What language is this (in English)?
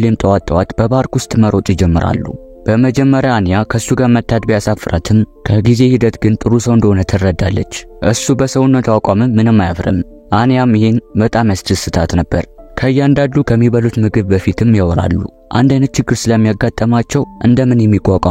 Amharic